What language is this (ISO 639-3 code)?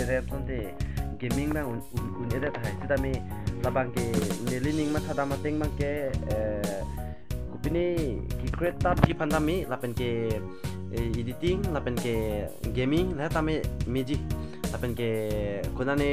mjw